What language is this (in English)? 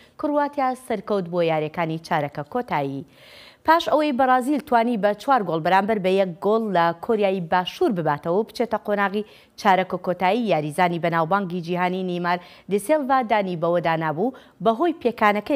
Central Kurdish